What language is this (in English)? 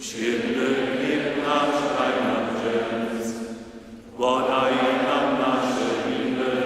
Upper Sorbian